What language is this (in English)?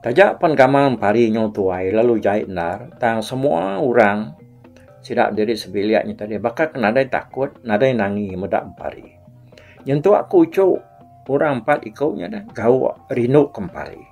Iban